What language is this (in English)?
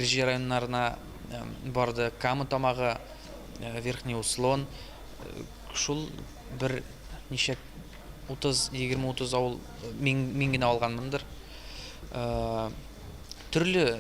Tatar